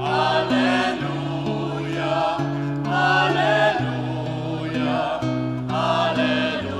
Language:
Pampanga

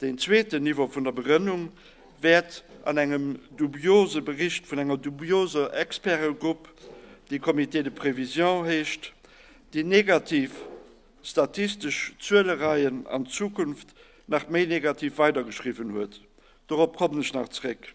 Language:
Luxembourgish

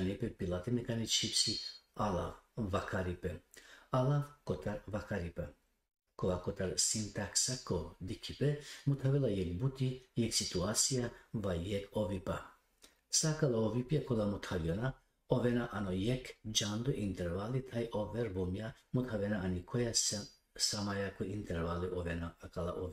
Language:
Balkan Romani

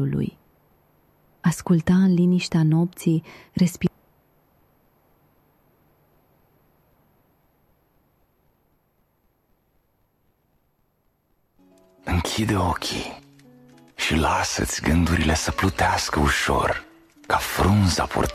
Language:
Romanian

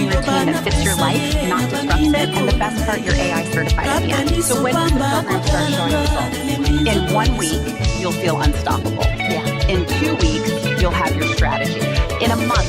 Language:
Luo (Kenya and Tanzania)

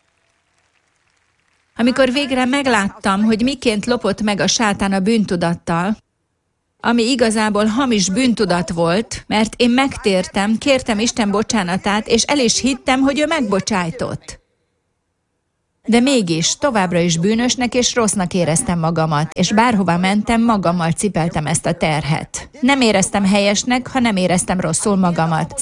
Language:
Hungarian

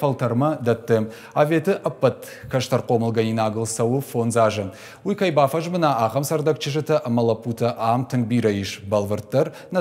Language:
Ossetic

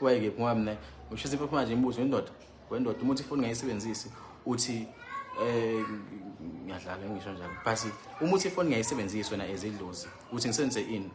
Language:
Zulu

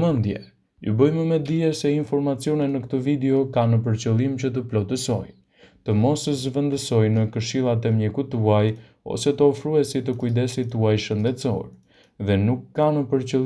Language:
Albanian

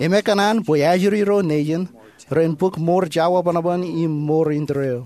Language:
Marshallese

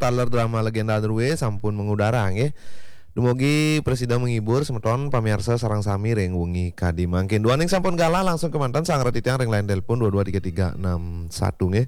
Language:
Balinese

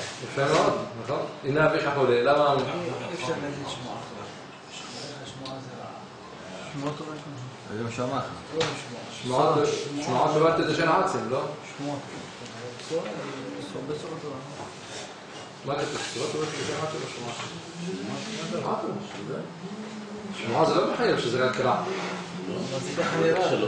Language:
Hebrew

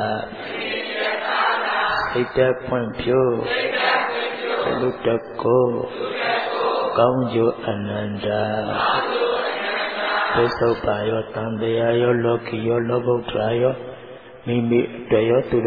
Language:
Burmese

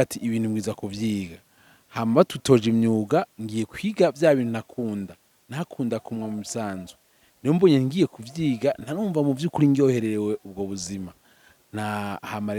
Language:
Rundi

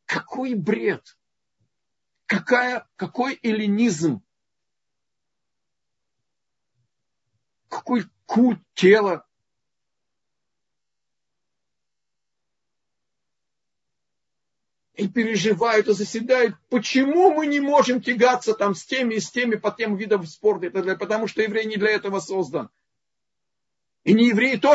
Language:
Russian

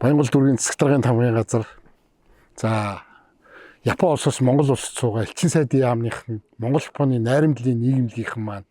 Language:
Mongolian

